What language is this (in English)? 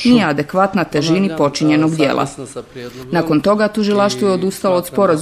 Bosnian